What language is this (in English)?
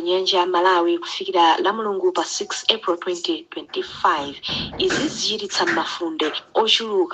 Nyanja